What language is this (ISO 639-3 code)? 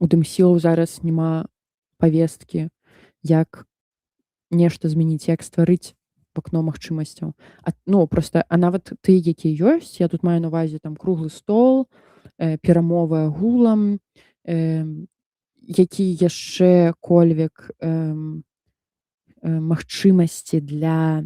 bel